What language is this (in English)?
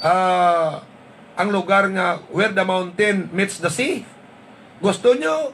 Hiligaynon